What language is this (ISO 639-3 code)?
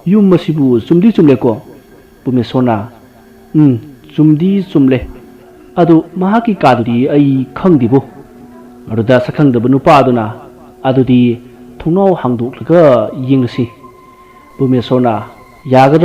mni